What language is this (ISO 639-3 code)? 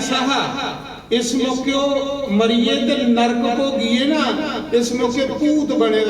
doi